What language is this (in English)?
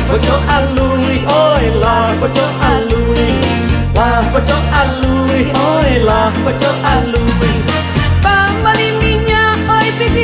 Minangkabau